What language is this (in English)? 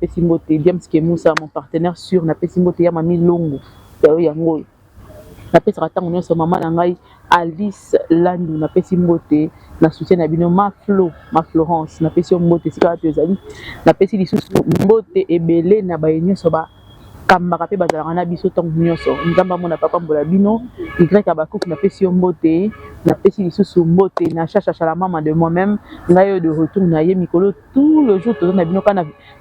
Lingala